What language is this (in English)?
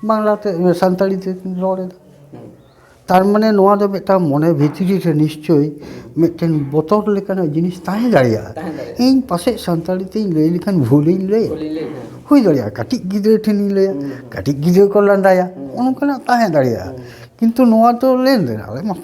Santali